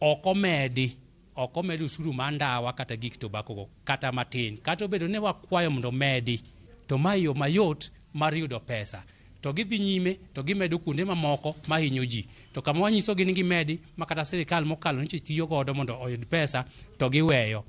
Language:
Luo (Kenya and Tanzania)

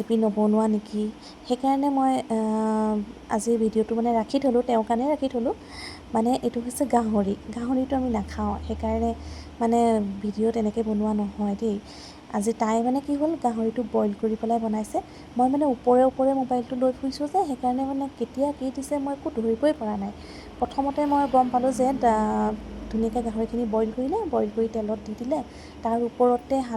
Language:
Assamese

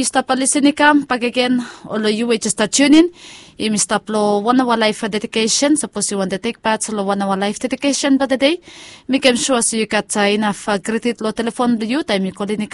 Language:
Bislama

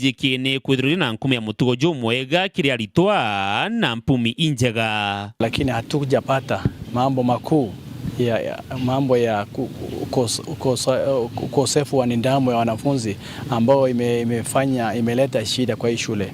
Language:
Meru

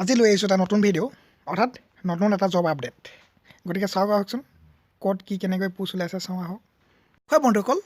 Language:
Assamese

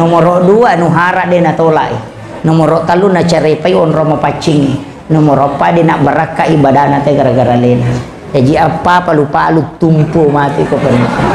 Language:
Buginese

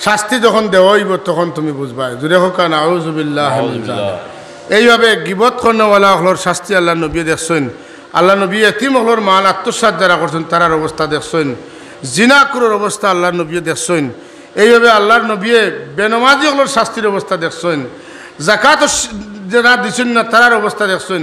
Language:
Sylheti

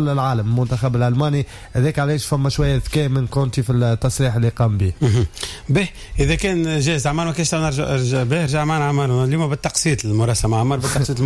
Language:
Tunisian Arabic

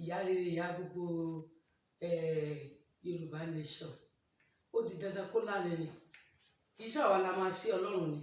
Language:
Yoruba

